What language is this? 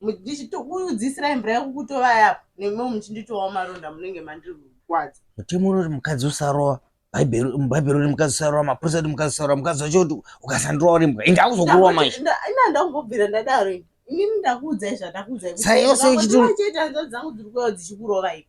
Shona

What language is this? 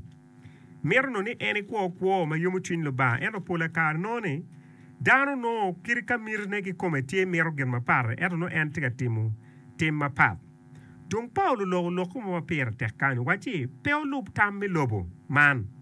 Acoli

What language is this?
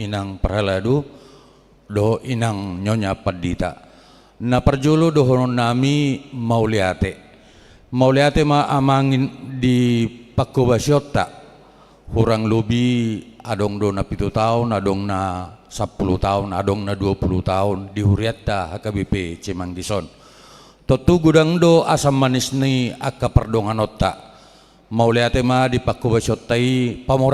Batak Toba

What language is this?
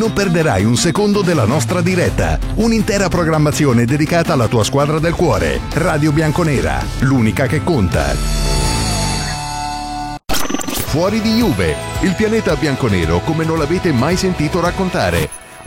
Italian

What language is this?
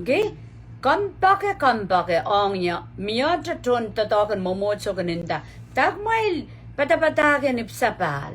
Pohnpeian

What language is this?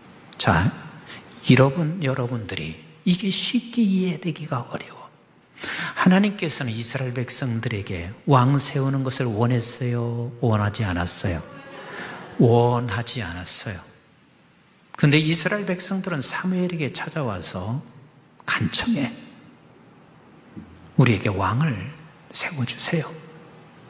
Korean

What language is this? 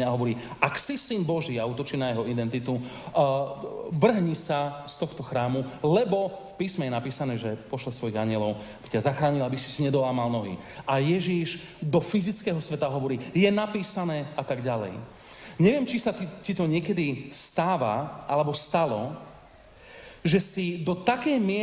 Slovak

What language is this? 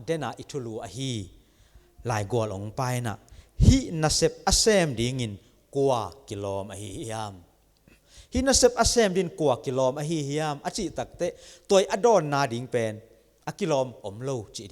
Tedim Chin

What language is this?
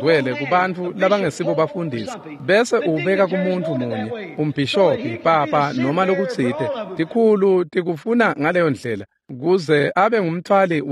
Swati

